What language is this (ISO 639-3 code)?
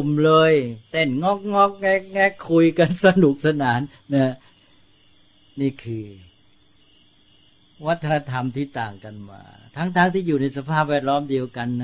tha